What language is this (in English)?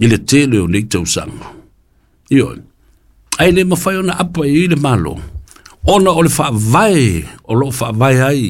Samoan